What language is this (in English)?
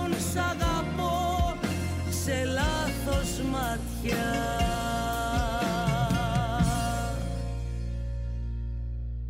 Greek